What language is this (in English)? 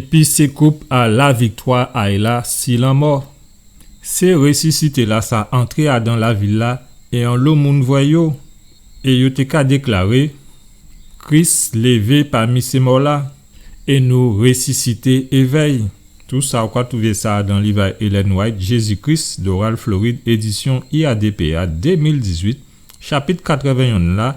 Guadeloupean Creole French